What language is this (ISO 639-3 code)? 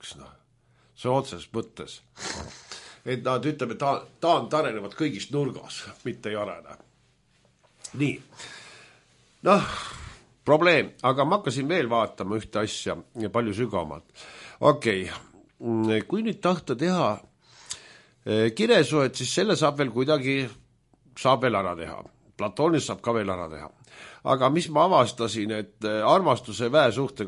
est